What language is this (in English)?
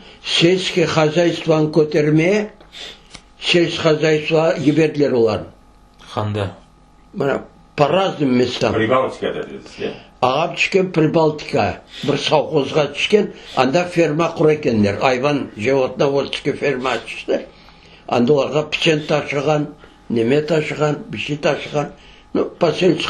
Crimean Tatar